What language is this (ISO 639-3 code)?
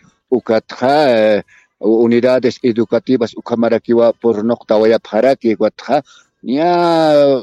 aym